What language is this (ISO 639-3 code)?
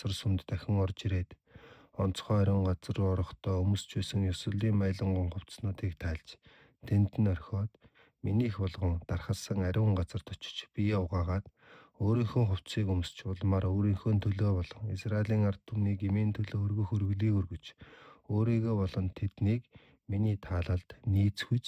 mon